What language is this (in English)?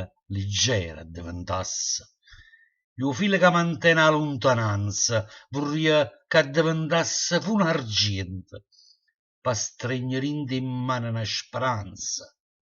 Neapolitan